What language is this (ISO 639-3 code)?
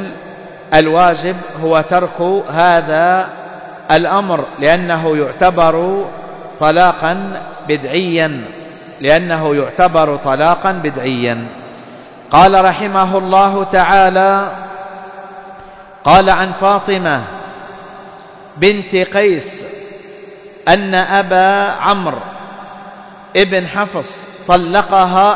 ara